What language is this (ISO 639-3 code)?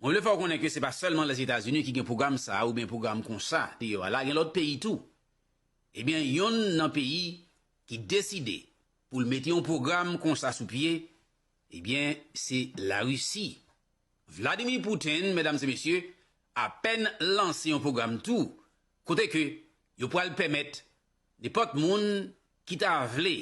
hat